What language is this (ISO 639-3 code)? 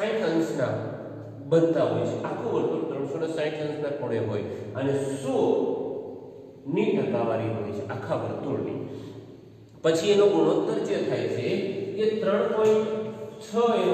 guj